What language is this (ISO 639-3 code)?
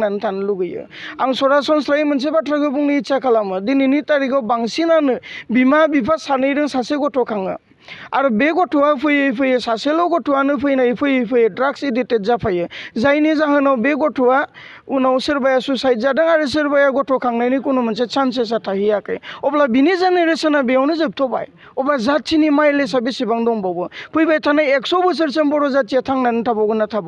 brx